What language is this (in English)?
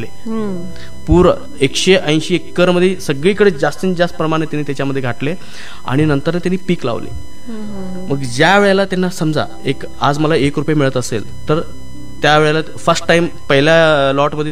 Marathi